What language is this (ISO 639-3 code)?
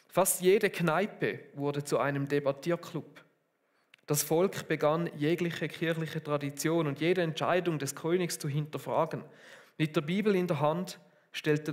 gsw